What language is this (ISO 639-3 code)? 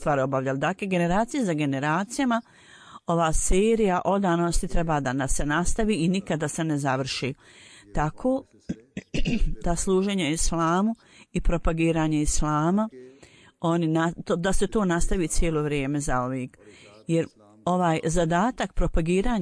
bos